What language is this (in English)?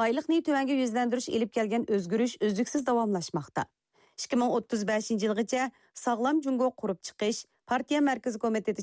Uyghur